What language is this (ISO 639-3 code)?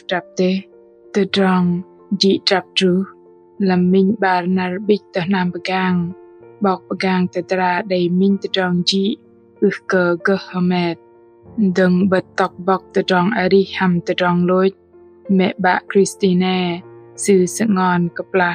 bdq